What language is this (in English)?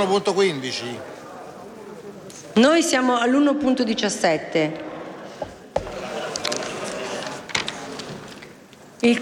Italian